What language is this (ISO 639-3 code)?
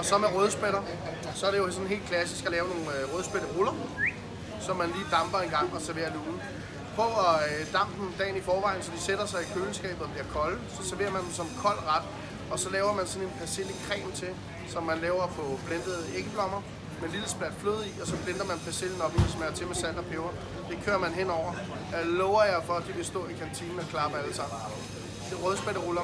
dan